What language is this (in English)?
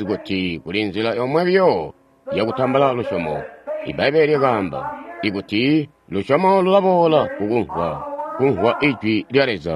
Tonga (Zambia)